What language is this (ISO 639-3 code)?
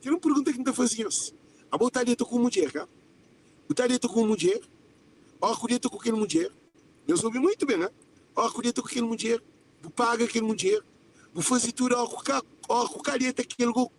kea